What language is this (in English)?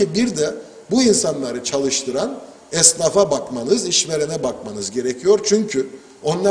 Turkish